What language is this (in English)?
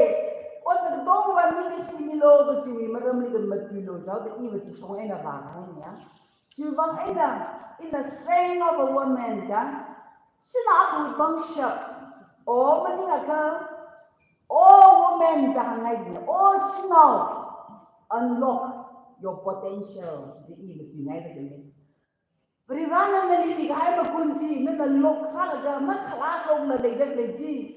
Tangkhul Naga (India)